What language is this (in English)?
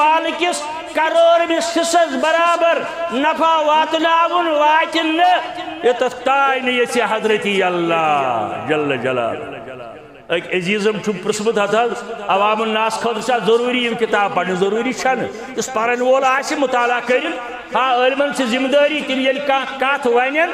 Kashmiri